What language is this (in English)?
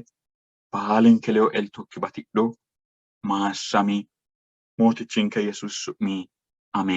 Sidamo